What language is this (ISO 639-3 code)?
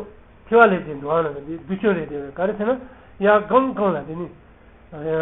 bod